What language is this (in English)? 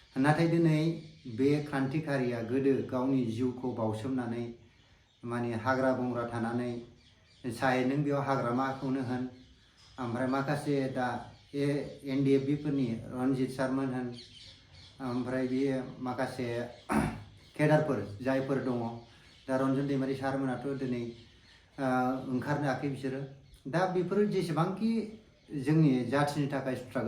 Bodo